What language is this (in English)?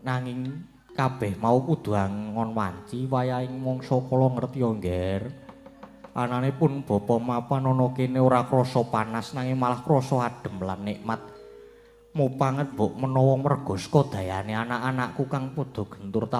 Javanese